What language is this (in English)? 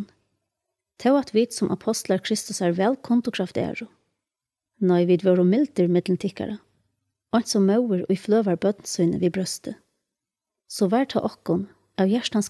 Faroese